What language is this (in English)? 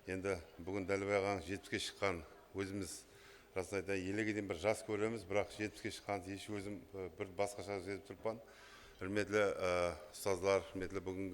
Kara-Kalpak